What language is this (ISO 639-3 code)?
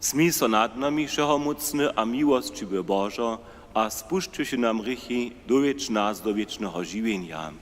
hsb